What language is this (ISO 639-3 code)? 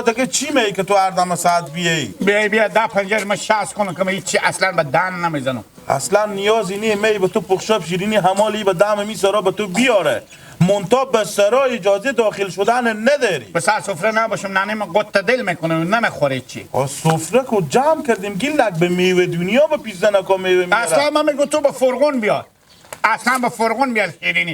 haz